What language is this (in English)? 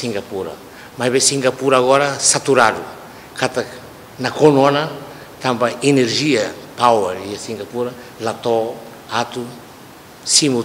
Tetum